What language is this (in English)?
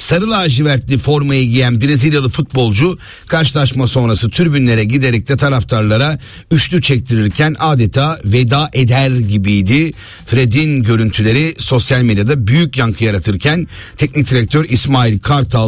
Turkish